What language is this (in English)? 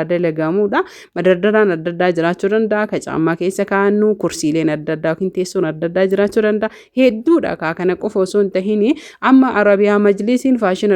Oromo